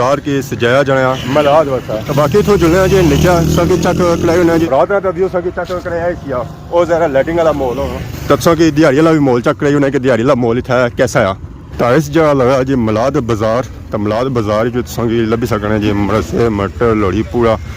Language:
Pahari-Potwari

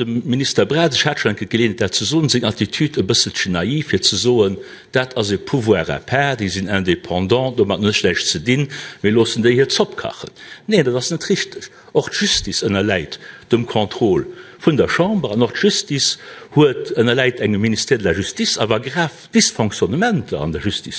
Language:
Luxembourgish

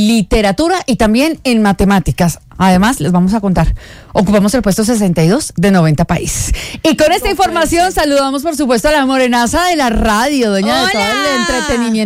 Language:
Spanish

